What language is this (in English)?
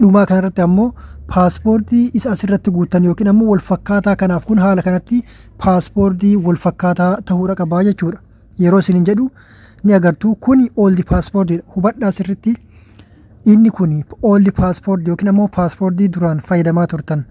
Oromo